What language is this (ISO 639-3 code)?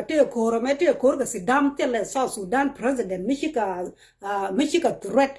nus